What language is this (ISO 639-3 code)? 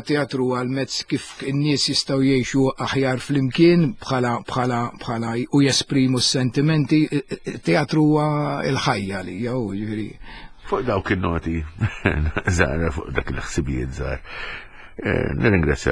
mlt